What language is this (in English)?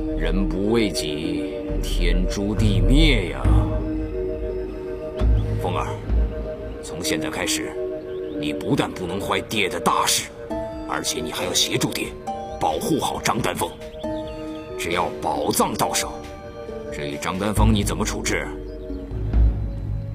Chinese